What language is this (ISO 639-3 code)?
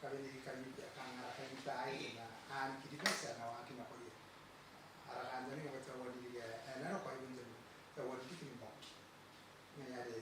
gil